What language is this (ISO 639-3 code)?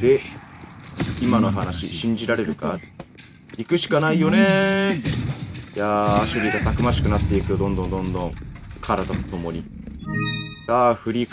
jpn